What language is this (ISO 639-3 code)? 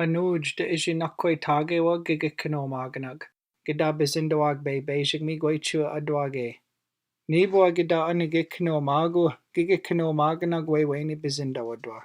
ciw